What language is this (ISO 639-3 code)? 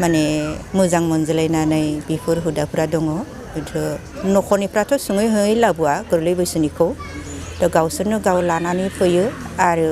brx